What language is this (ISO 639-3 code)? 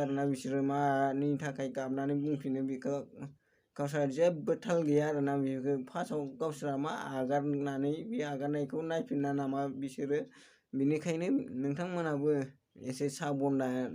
brx